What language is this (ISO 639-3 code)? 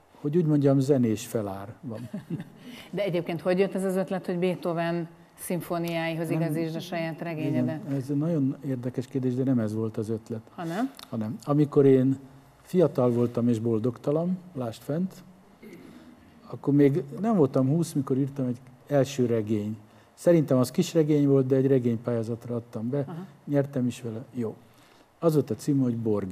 hun